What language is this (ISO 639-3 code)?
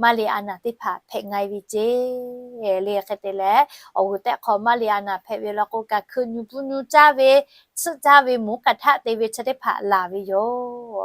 lhu